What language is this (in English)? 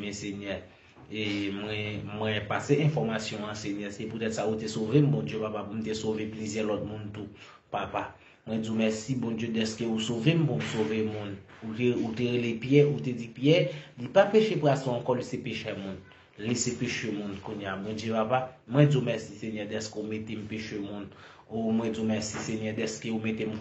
Haitian Creole